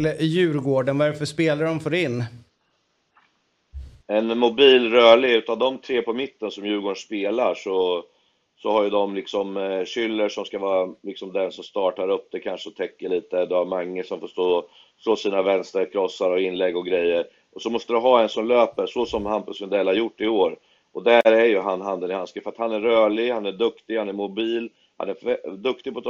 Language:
Swedish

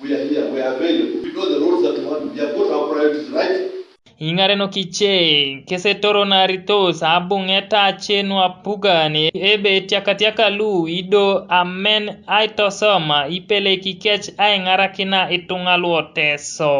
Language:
Teso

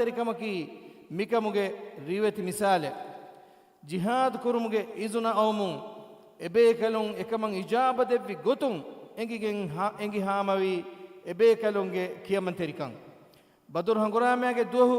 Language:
Divehi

